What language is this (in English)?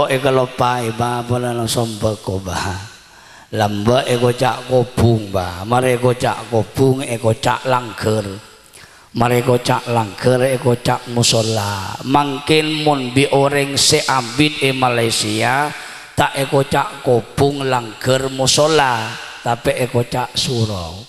Madurese